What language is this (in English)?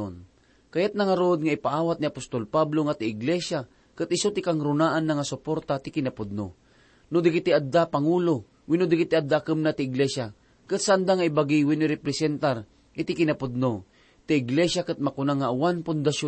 Iloko